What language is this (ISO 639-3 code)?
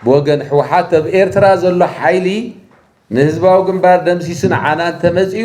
tir